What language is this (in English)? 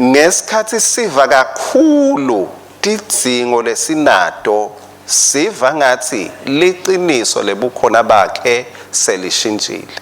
Swati